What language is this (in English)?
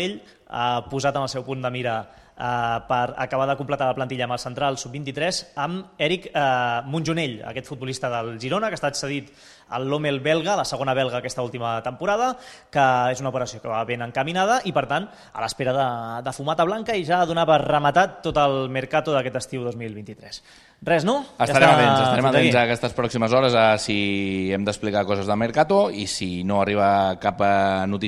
Catalan